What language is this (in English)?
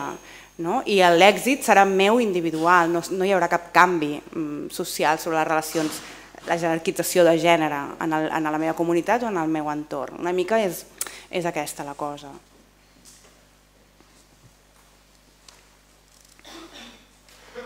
Catalan